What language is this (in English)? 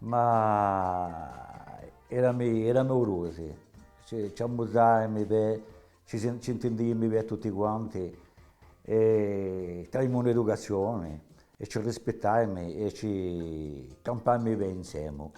Corsican